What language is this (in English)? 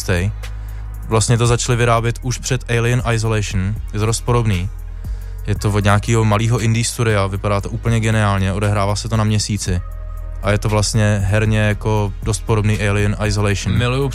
Czech